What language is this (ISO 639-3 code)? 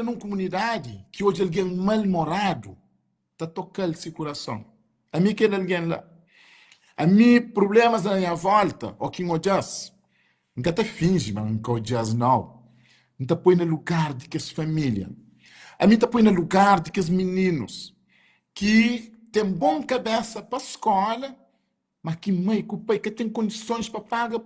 kea